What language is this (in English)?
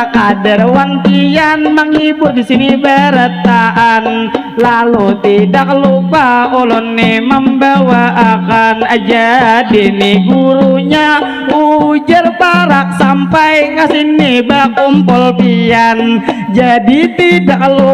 Banjar